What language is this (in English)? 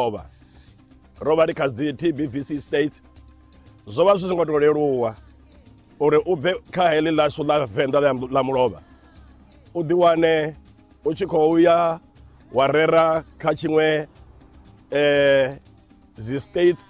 Venda